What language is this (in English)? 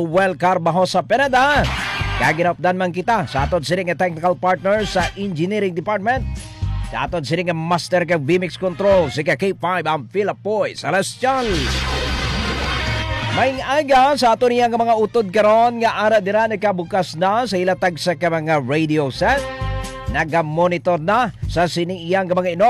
Hiligaynon